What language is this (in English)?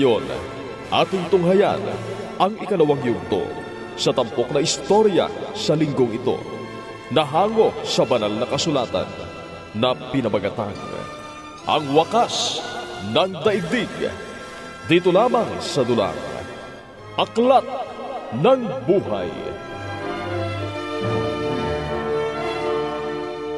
Filipino